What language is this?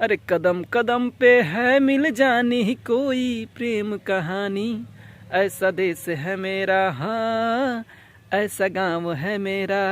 Bhojpuri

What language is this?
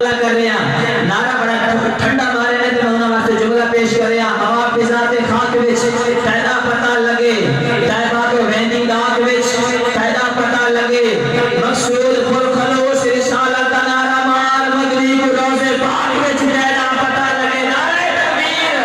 Saraiki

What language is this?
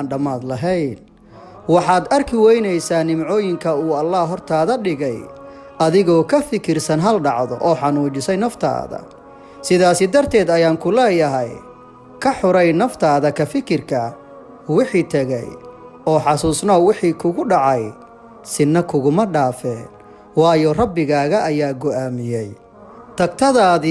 Somali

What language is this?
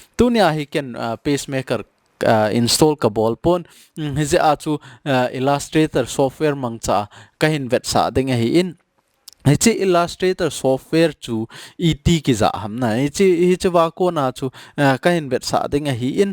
Thado Chin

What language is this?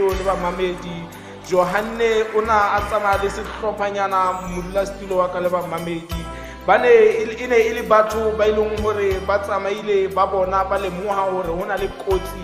Tswana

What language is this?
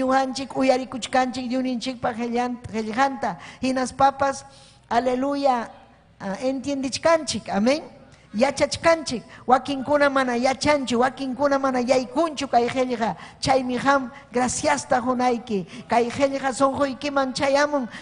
Ayacucho Quechua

